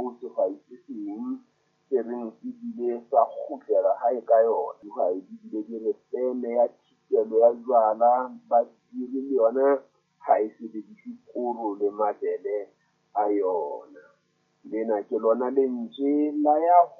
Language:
Southern Sotho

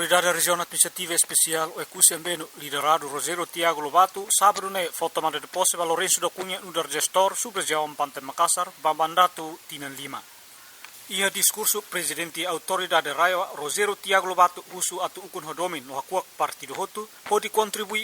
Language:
Tetum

